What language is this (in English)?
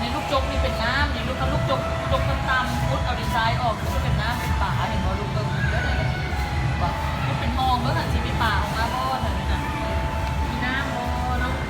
Lao